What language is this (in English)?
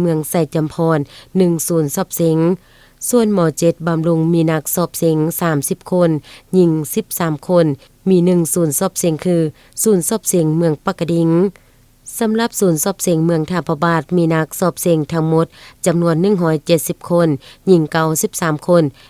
Lao